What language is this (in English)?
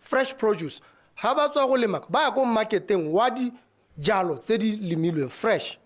Tswana